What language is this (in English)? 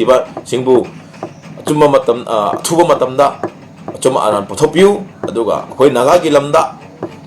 Manipuri